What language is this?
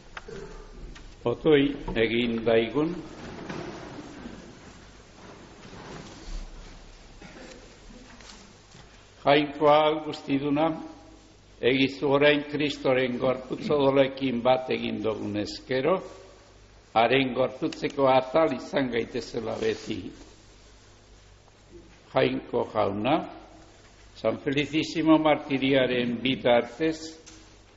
Basque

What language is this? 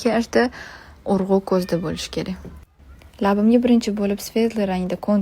Uzbek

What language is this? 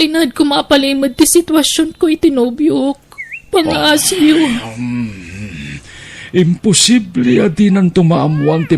Iloko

